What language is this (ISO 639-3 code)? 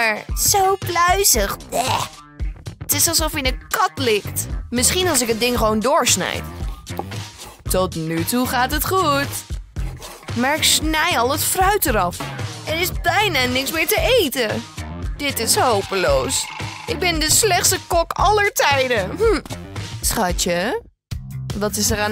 nld